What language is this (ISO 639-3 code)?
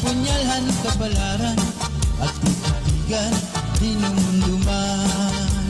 war